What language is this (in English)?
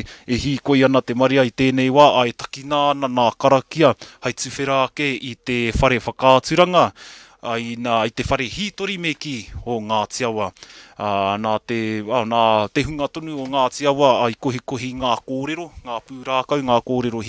Māori